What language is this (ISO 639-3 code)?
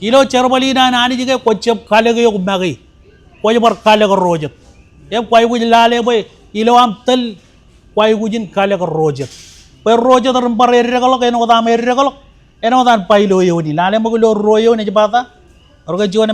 mah